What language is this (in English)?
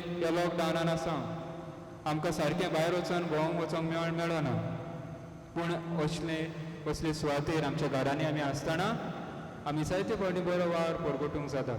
Konkani